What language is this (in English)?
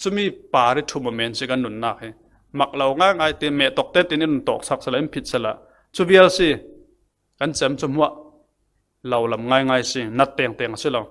Falam Chin